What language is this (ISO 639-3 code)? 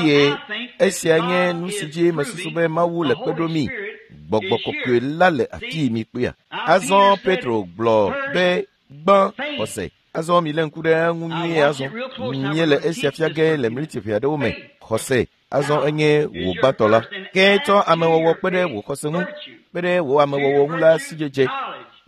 ewe